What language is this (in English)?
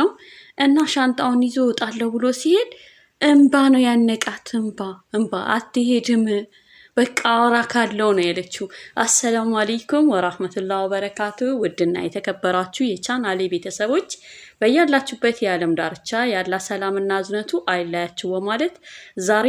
Amharic